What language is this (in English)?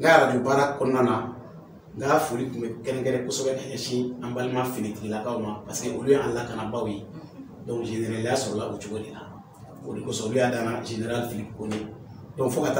Bambara